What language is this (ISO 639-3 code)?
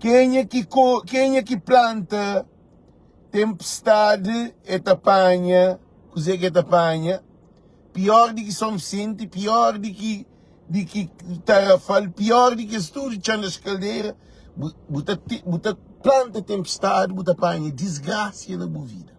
kea